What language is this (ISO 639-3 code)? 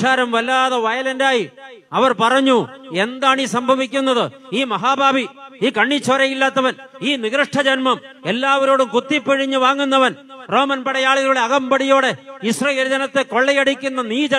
mal